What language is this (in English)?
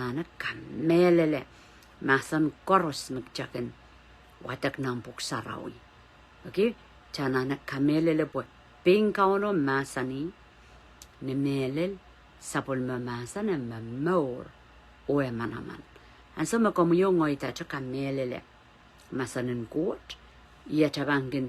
Pohnpeian